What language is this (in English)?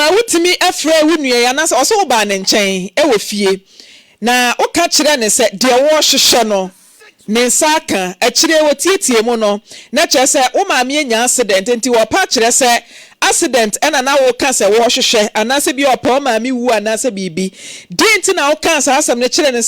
Akan